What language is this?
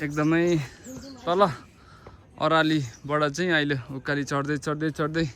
Nepali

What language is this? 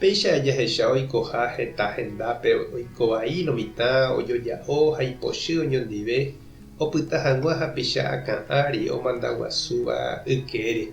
Guarani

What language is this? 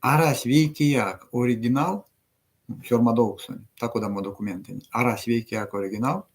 Erzya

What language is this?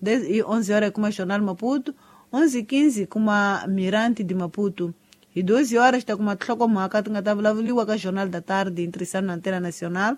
Tsonga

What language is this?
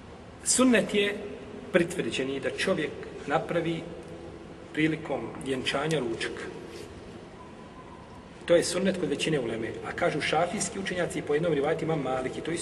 Bosnian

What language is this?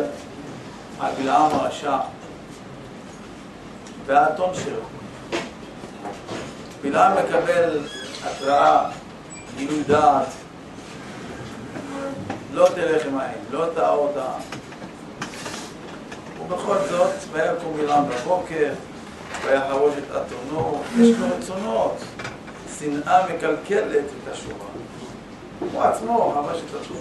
Hebrew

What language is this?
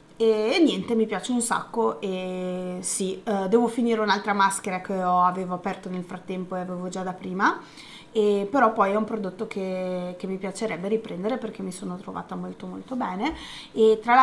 Italian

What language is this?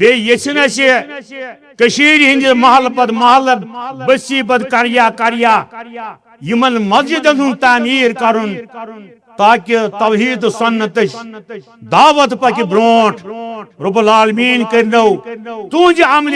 Kashmiri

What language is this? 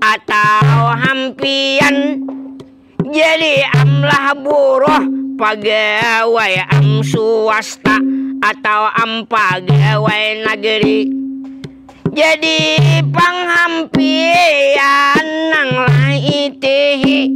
Banjar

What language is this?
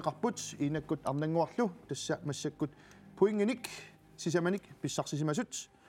Kalaallisut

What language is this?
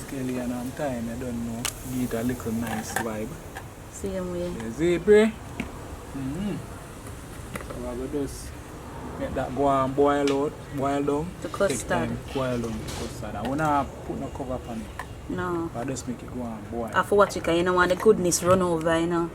Jamaican Creole English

